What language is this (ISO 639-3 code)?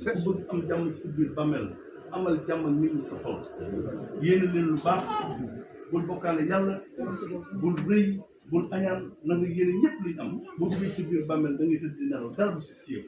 wol